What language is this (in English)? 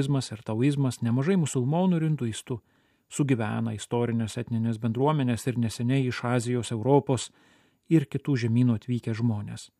Lithuanian